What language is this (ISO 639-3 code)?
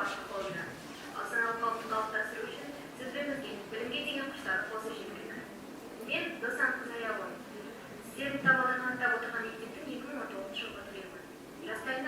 kaz